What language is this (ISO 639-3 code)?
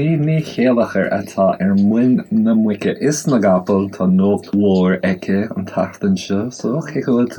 gle